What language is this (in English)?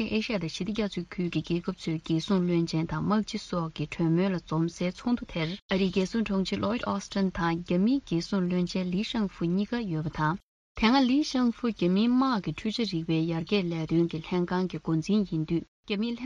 Tibetan